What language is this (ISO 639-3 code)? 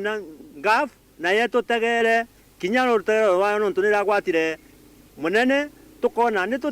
mer